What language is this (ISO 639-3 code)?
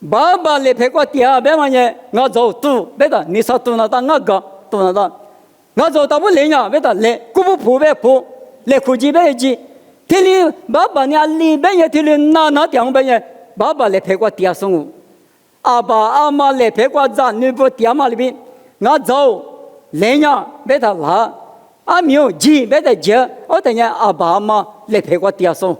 lis